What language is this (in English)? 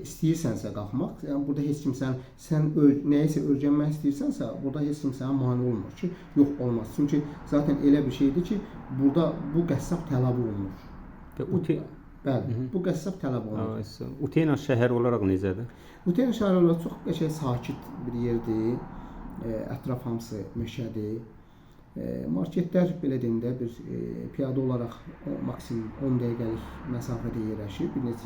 Azerbaijani